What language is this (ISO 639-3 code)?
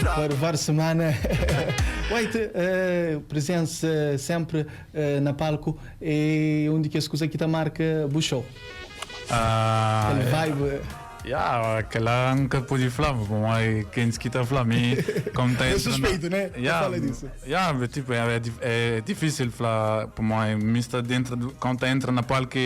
kea